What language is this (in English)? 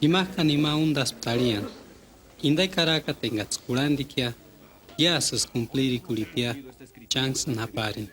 Purepecha